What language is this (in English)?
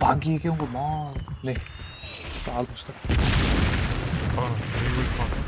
Kara-Kalpak